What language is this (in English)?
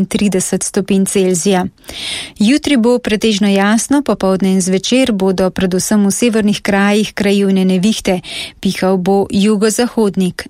Slovenian